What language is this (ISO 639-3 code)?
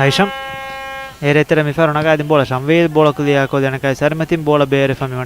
div